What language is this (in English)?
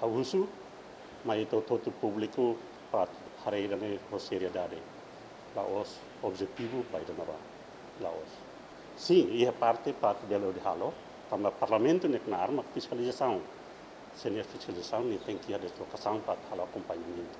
Tetum